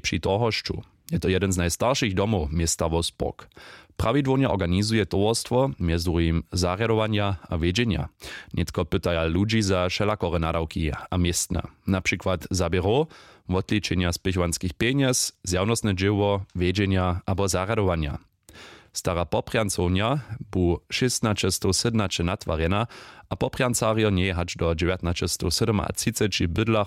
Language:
Upper Sorbian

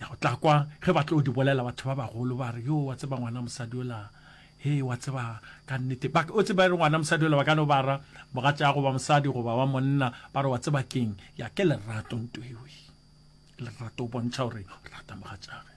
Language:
Northern Sotho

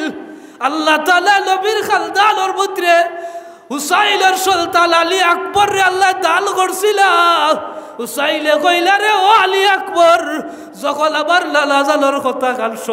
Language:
Sylheti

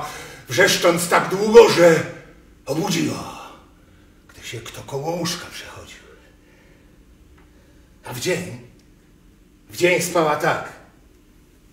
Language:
Polish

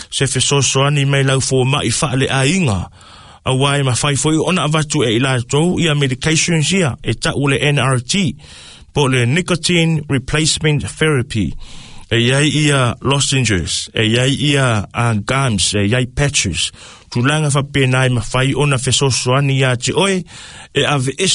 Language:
Samoan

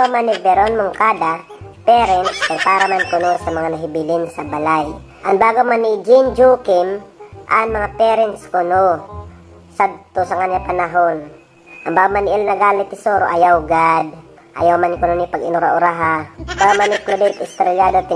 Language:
Waray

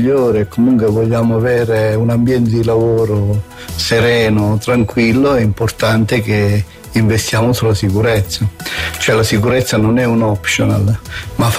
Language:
Italian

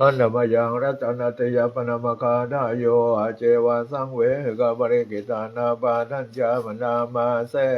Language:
Pali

